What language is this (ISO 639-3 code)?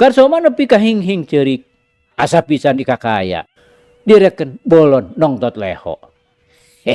sun